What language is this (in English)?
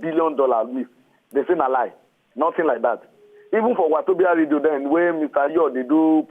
Nigerian Pidgin